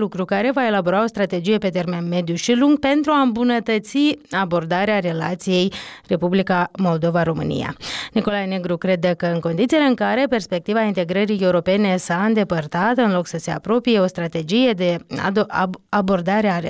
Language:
Romanian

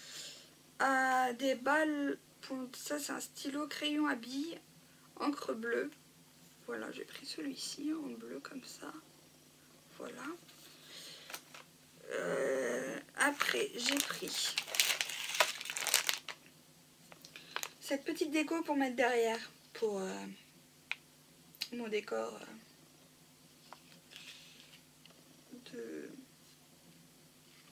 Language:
French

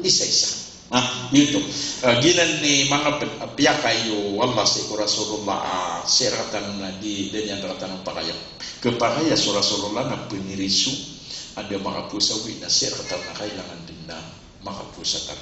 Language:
Maranao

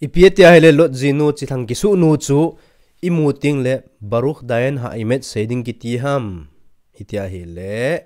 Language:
Thado Chin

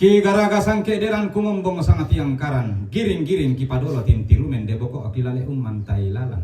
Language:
Toraja-Sa'dan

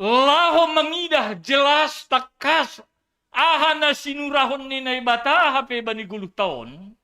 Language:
Batak Simalungun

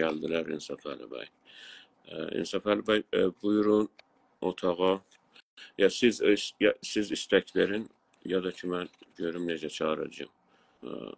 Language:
South Azerbaijani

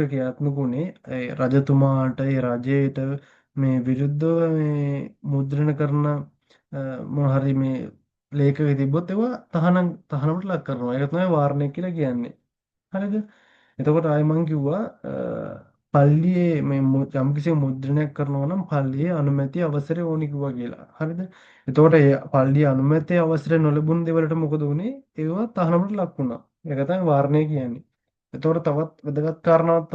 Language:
Sinhala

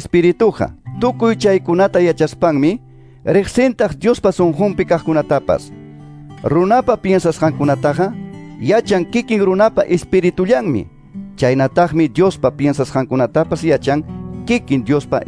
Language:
Quechua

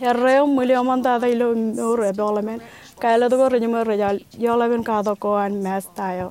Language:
Marshallese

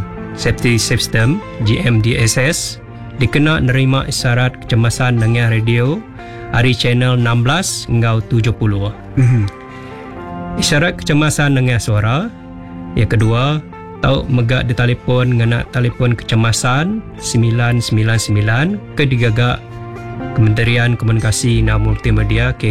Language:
Iban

